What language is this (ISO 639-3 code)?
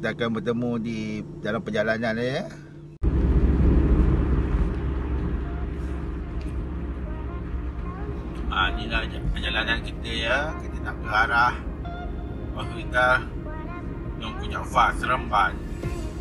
msa